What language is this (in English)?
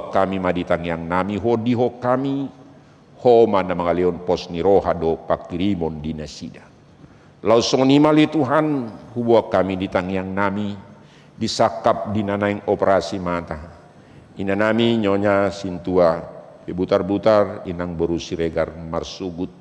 Batak Toba